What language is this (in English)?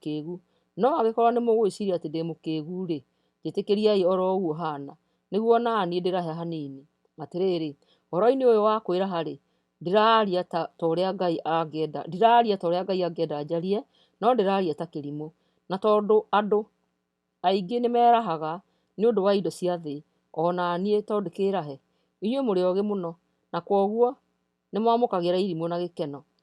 Kikuyu